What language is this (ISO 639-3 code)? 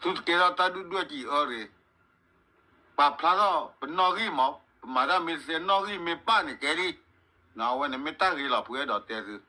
ksw